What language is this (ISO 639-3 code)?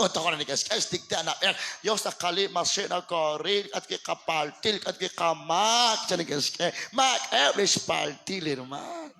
kek